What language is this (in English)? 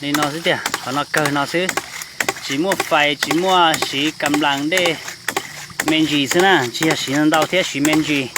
Hmong